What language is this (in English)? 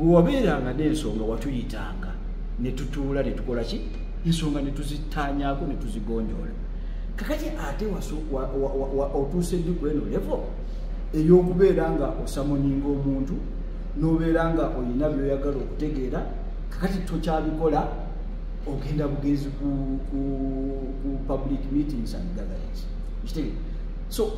Ganda